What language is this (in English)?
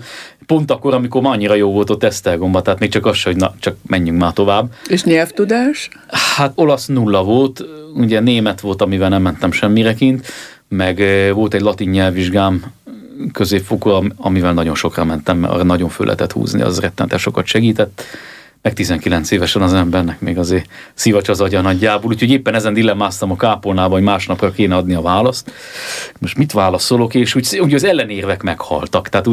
Hungarian